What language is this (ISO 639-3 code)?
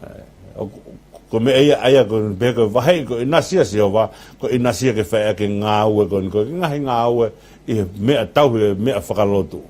ton